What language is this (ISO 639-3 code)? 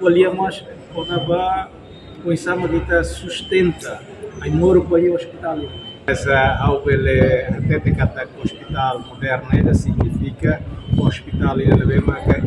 tet